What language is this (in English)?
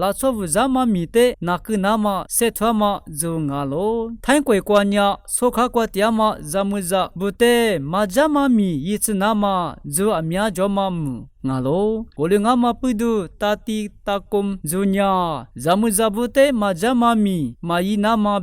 Lisu